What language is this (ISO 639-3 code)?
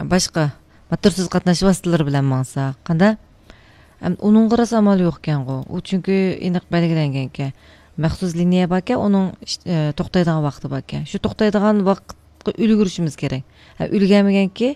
uig